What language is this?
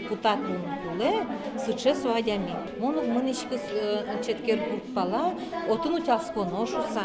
Udmurt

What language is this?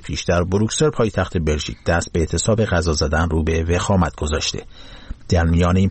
Persian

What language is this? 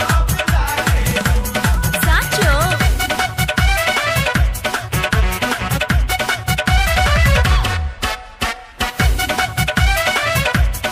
Bhojpuri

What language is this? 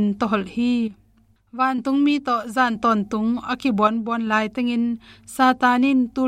Tedim Chin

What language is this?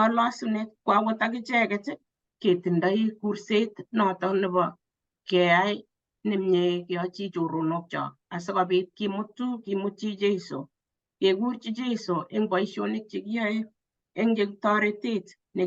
Kalenjin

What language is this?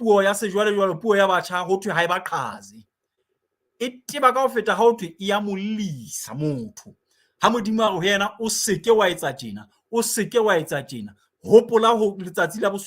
Southern Sotho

